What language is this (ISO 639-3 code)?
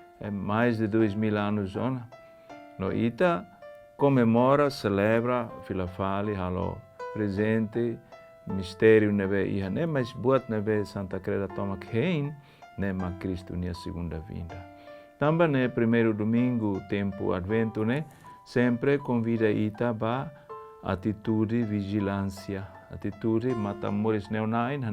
tet